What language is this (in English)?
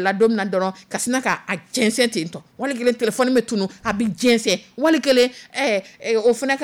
Dyula